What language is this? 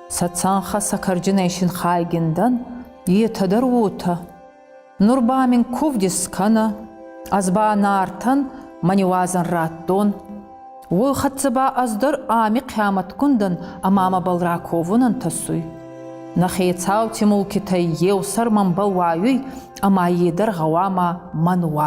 Ossetic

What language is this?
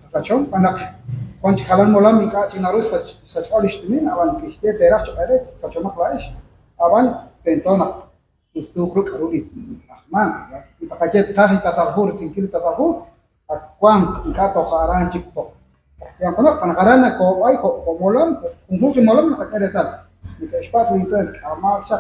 Kekchí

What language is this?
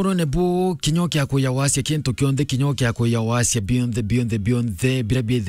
Meru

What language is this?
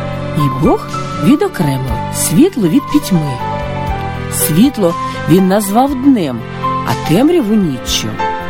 Ukrainian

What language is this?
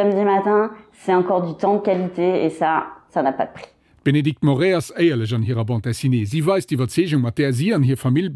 Luxembourgish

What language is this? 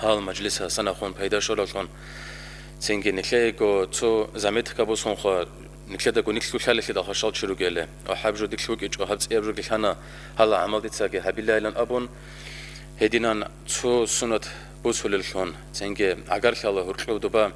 Avaric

